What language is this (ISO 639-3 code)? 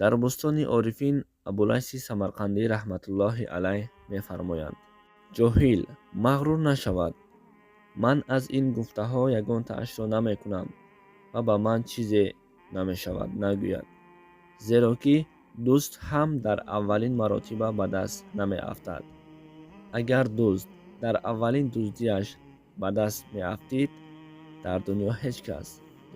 tgk